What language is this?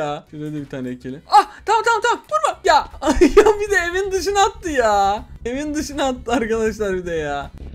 Turkish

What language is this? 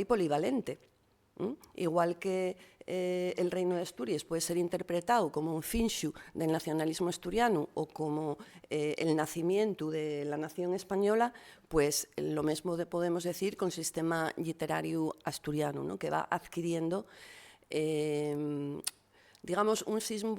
Asturian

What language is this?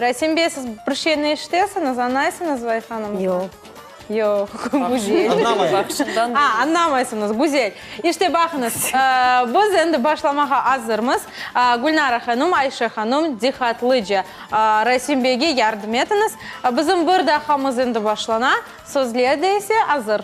Crimean Tatar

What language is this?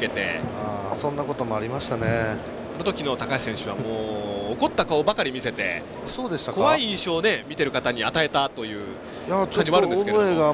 Japanese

